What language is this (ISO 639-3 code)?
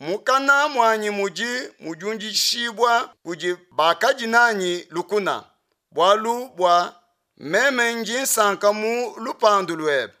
lua